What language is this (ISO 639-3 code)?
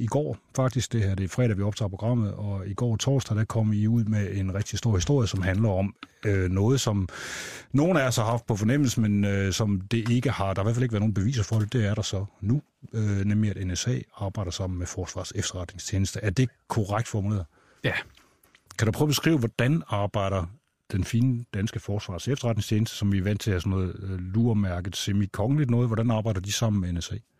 dan